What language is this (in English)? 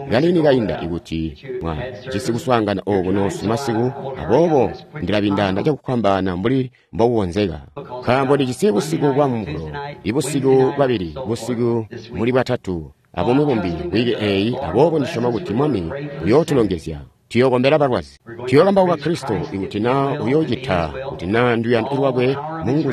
Tonga (Zambia)